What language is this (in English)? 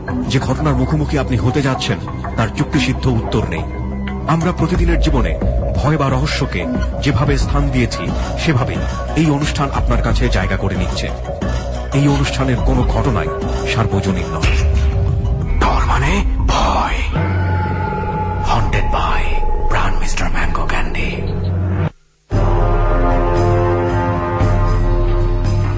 Bangla